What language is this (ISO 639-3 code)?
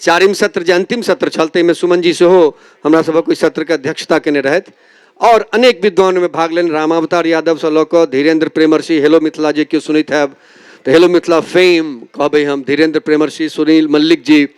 mai